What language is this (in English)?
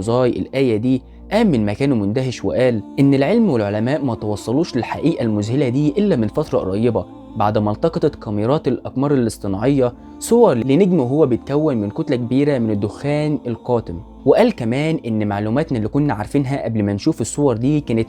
Egyptian Arabic